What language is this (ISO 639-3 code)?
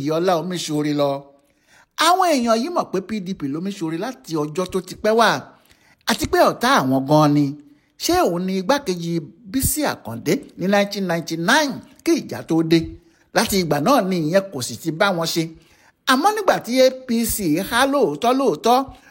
yor